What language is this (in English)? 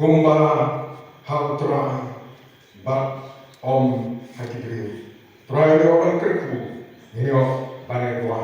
Khasi